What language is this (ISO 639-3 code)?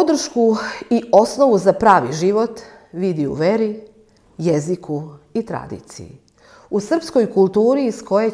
srp